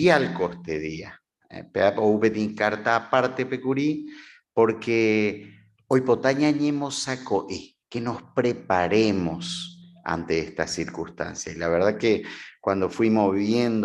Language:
Guarani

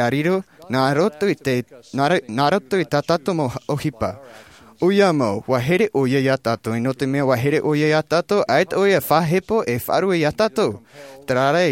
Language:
Tahitian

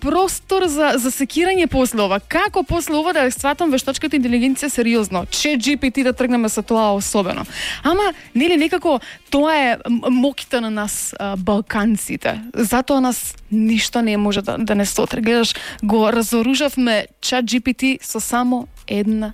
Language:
Macedonian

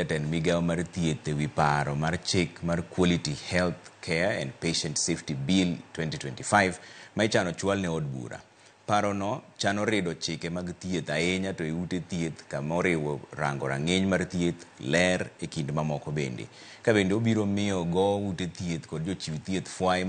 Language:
Luo (Kenya and Tanzania)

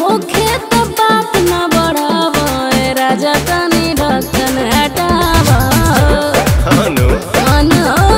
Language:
Bhojpuri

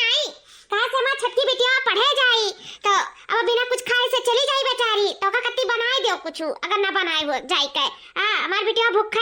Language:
Awadhi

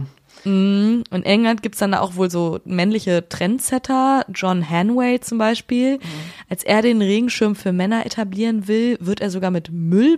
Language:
German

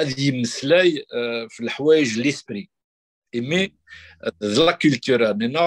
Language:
Kabyle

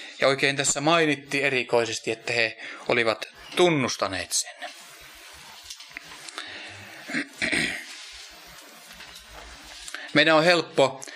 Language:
Finnish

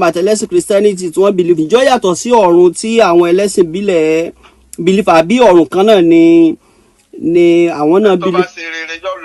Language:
Yoruba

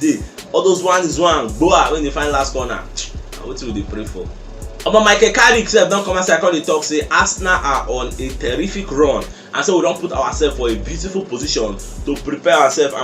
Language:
Nigerian Pidgin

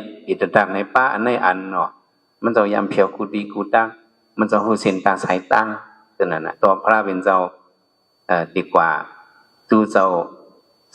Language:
Shan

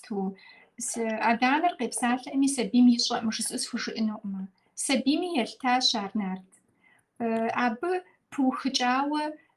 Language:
Kabardian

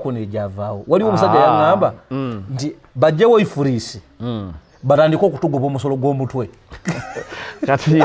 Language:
Ganda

